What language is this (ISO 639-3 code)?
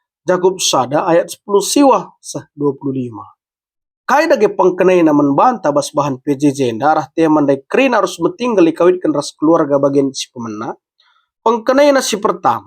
btx